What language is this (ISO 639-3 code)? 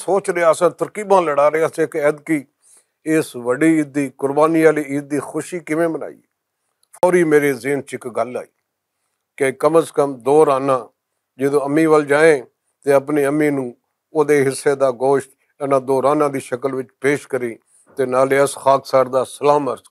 lah